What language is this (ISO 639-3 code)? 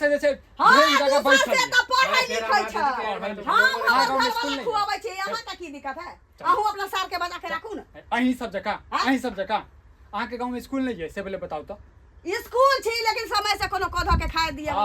mai